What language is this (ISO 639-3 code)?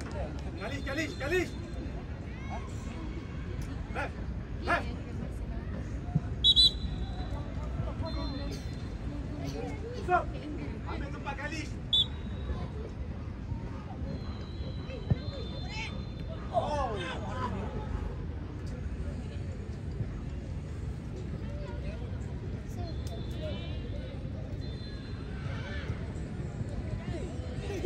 msa